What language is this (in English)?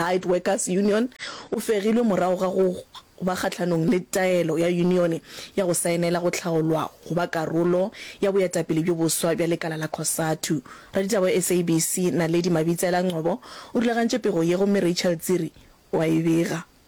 Northern Sotho